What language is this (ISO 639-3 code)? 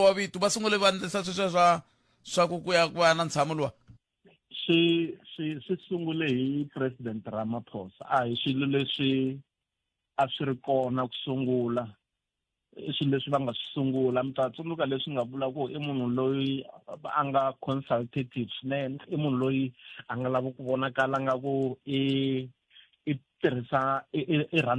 tso